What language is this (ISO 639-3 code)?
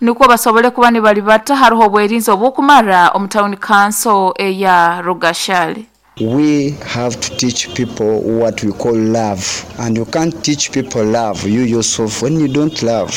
nyn